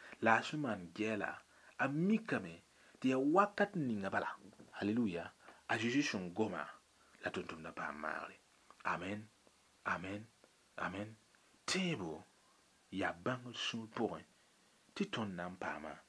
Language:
Mossi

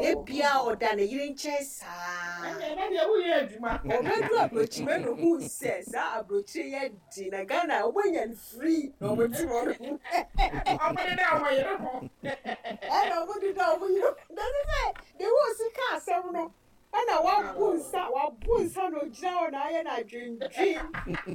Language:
Akan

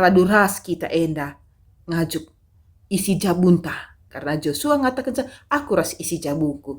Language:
Batak Karo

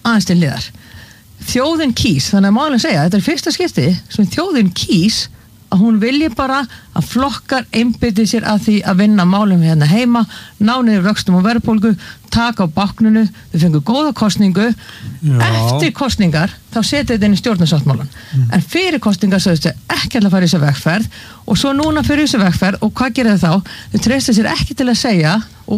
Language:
Icelandic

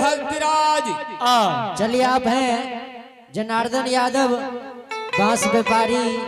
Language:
Angika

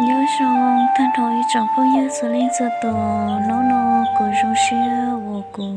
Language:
Hmong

